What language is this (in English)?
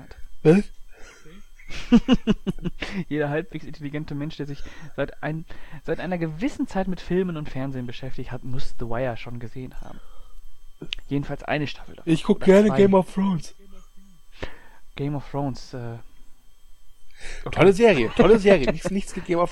German